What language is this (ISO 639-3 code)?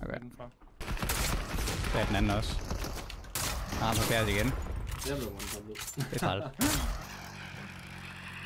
dan